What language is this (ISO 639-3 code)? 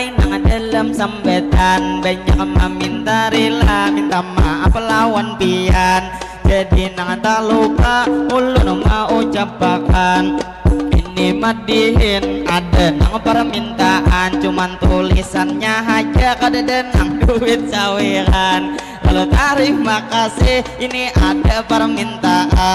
bjn